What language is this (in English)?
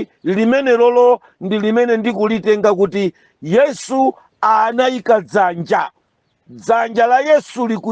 Nyanja